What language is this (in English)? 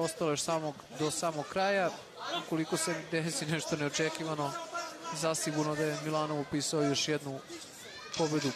Serbian